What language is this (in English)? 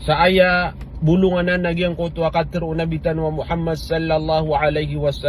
Maranao